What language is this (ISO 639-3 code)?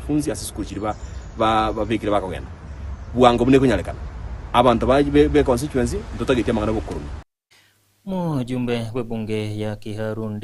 guz